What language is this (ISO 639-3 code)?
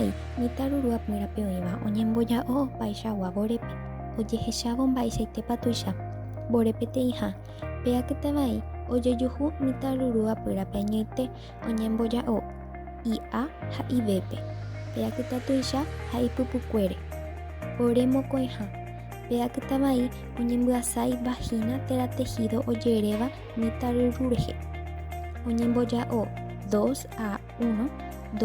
grn